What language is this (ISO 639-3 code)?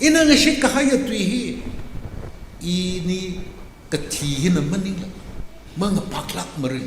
nmf